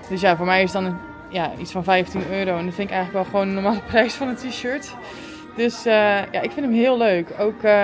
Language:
Dutch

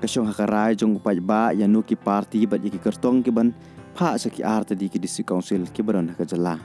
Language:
Khasi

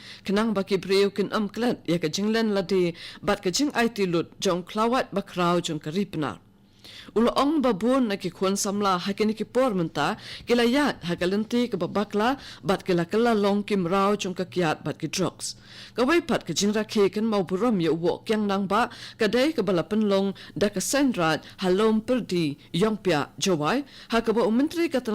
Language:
Khasi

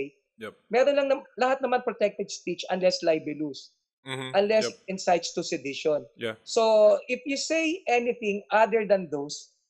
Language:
Filipino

